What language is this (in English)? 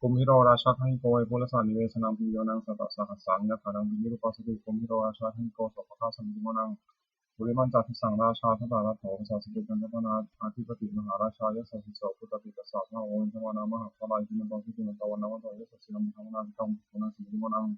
Pali